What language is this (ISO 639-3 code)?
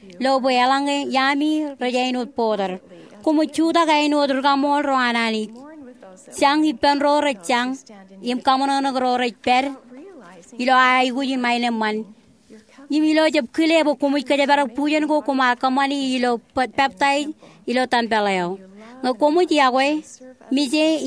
mah